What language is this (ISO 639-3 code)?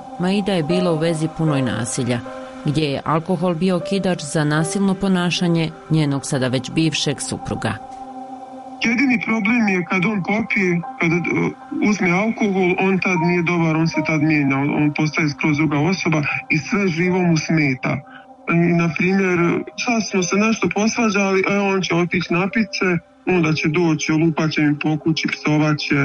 bos